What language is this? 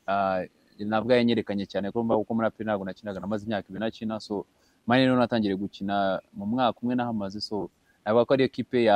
Kinyarwanda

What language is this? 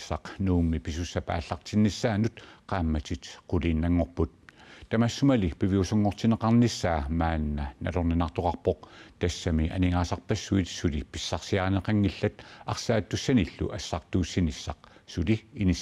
Kalaallisut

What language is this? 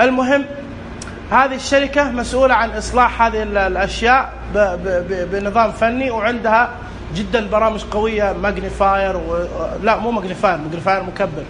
Najdi Arabic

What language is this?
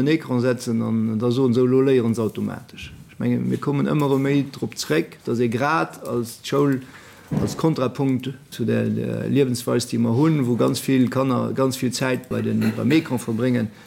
Luxembourgish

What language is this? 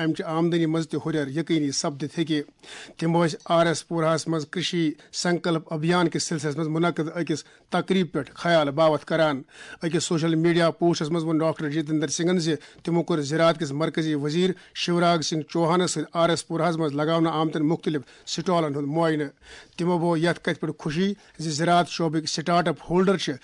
Kashmiri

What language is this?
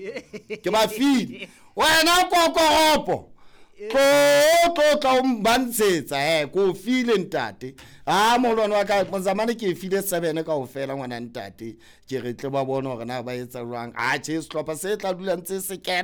Southern Sotho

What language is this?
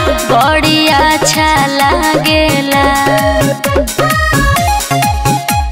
Bhojpuri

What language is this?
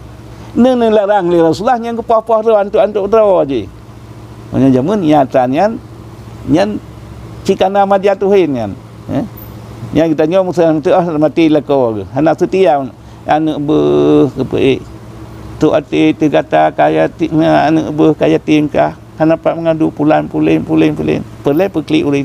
Achinese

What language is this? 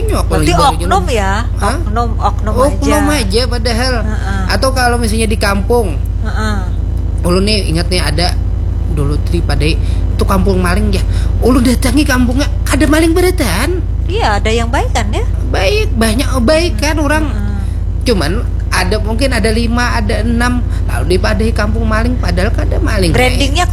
Banjar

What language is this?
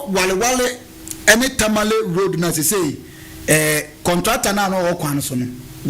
Akan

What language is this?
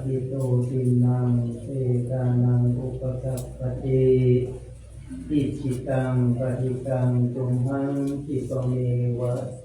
Pali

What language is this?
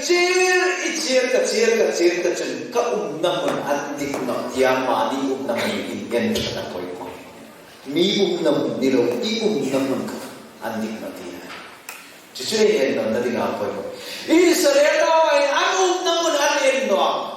Hmar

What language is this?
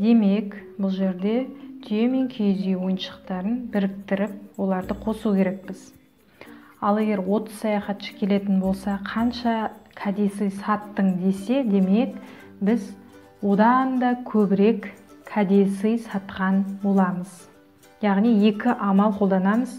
Kazakh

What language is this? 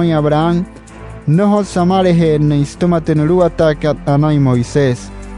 Wayuu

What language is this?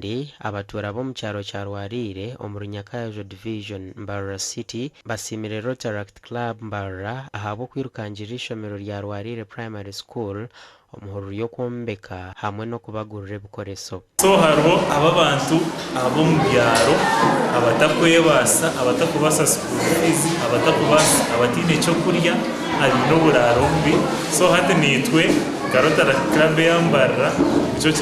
Nyankole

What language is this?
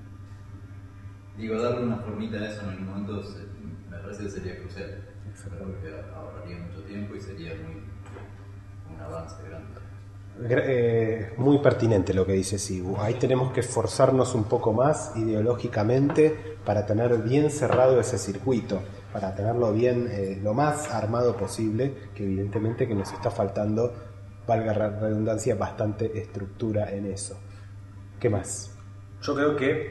Spanish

